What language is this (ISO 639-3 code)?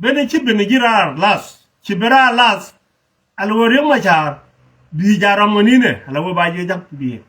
nus